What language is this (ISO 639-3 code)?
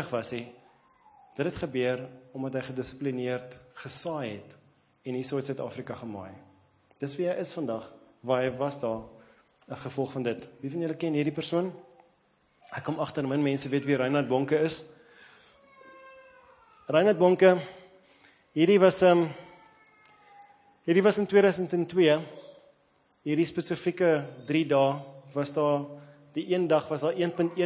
afr